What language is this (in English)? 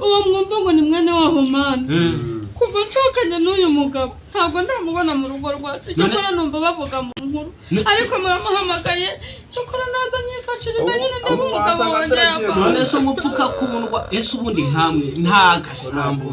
Kinyarwanda